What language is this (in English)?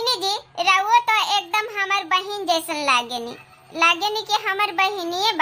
Bhojpuri